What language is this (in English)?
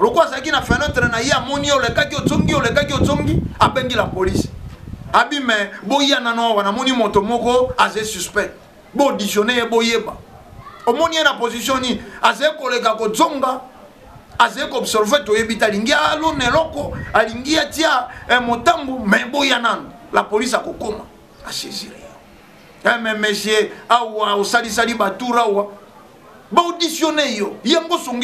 Lingala